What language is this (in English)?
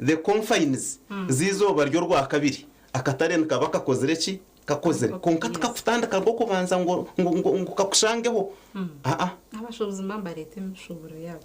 Nyankole